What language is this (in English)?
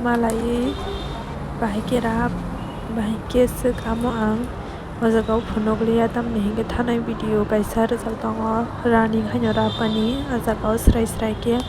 Kok Borok